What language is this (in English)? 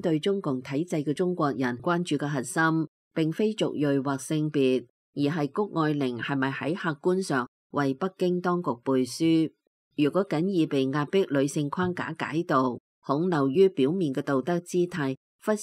Cantonese